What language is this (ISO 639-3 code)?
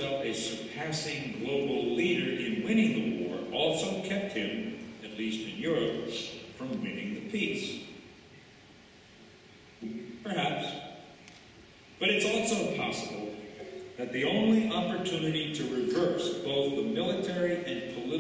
eng